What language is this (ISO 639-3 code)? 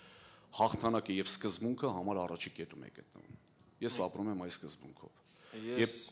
hye